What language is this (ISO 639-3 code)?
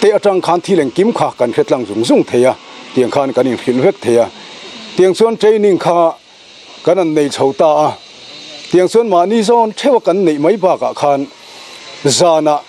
lus